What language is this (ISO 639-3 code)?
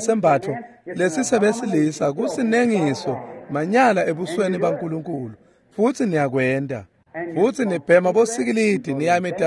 ssw